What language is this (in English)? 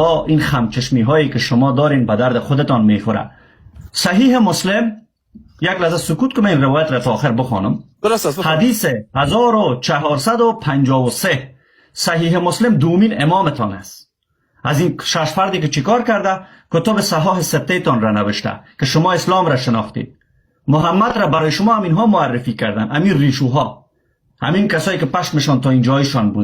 Persian